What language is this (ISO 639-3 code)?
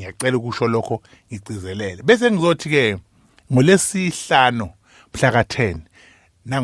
zul